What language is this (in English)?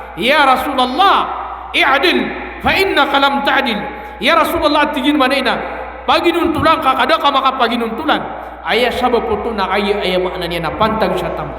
Maranao